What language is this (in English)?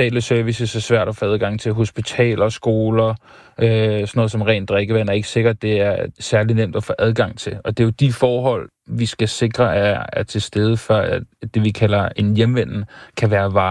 Danish